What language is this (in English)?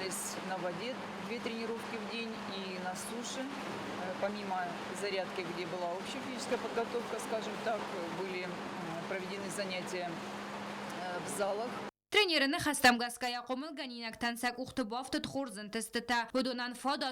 Ossetic